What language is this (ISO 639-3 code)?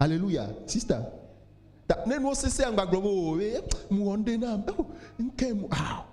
ewe